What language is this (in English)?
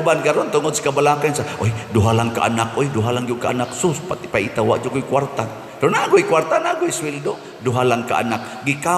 Cebuano